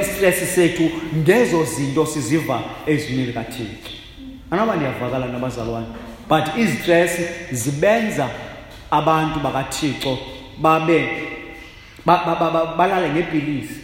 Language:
Xhosa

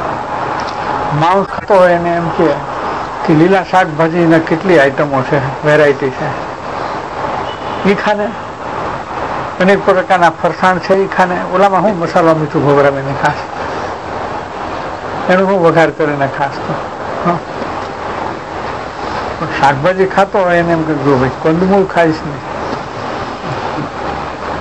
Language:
Gujarati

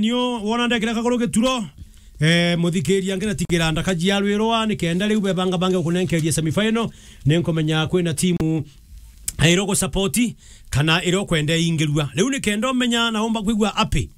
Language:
Meru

